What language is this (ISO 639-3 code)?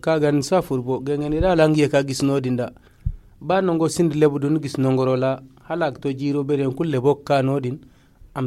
dje